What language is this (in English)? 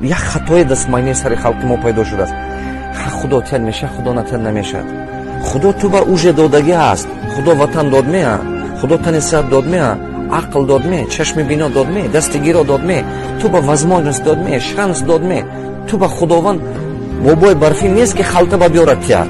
Tajik